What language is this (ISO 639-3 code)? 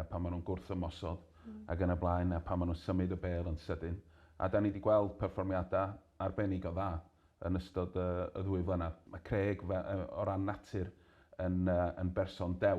cym